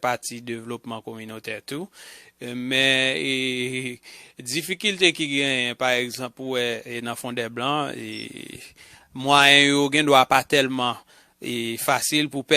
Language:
Haitian Creole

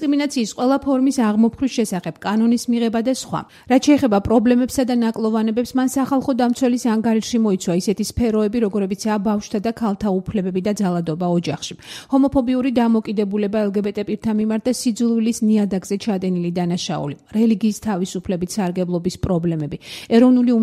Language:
Georgian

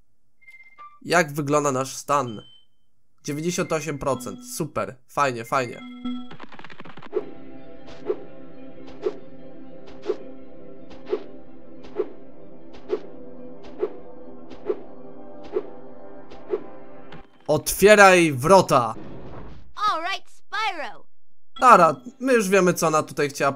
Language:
Polish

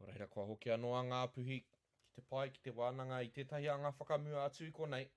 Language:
Māori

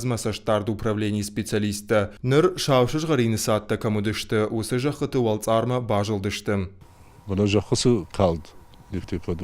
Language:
Ossetic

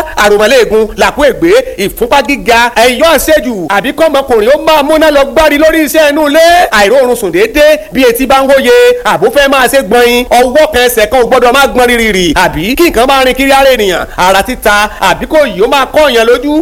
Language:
Yoruba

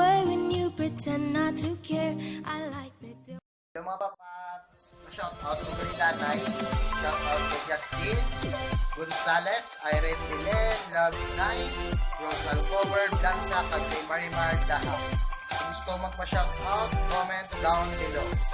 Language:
Hiligaynon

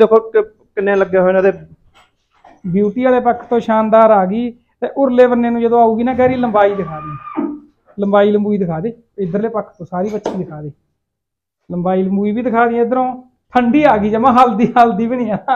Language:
Punjabi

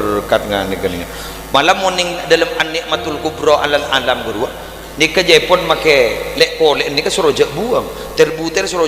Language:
Madurese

